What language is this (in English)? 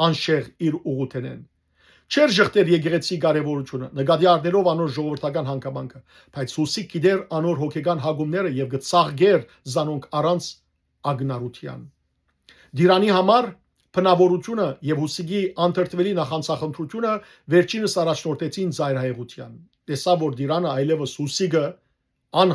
Western Armenian